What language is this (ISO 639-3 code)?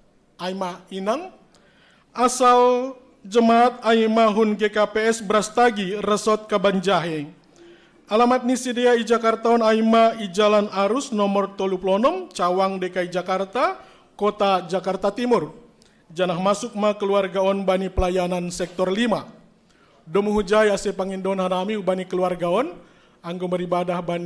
bts